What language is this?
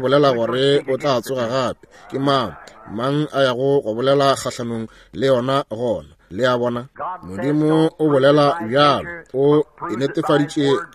Northern Sotho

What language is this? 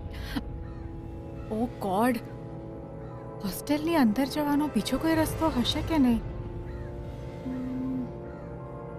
Gujarati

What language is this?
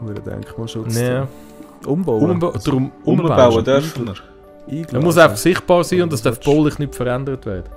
Swiss German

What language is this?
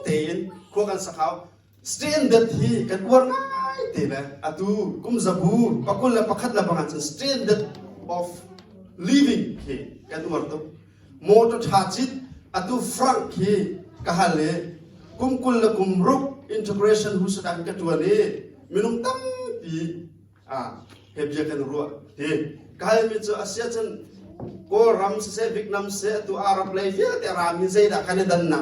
Hakha Chin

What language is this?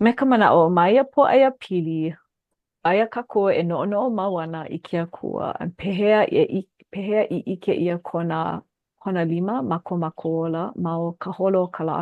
Hawaiian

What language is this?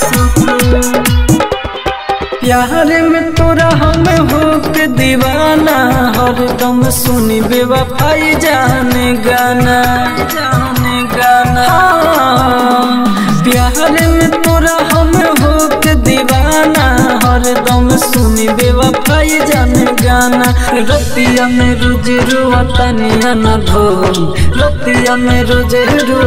Bhojpuri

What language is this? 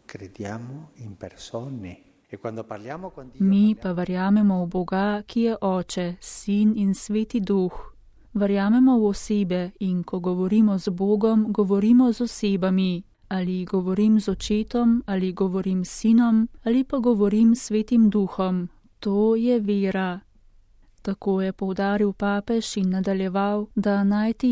Slovenian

